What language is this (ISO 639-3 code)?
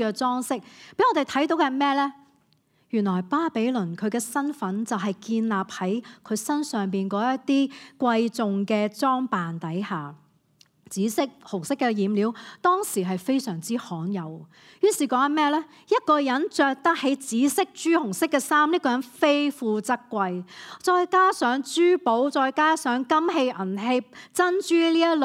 yue